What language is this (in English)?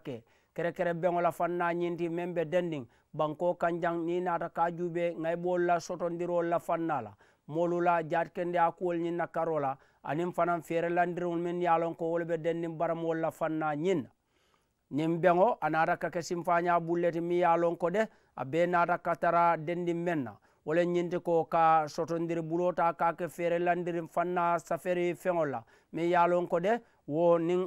Mandingo